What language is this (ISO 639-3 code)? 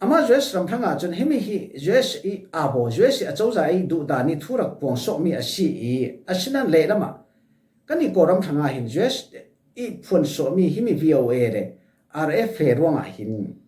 cfm